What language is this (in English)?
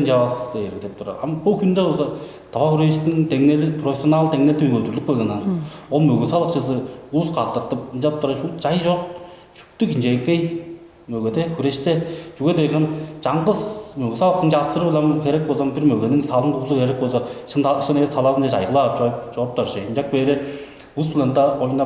Tuvinian